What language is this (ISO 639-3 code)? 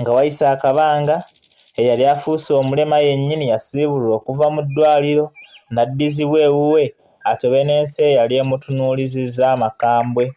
lug